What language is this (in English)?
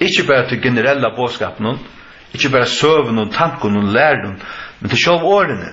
Faroese